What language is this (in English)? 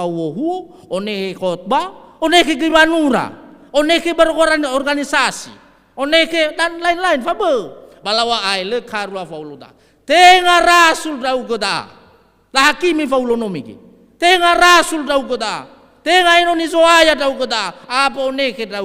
Nias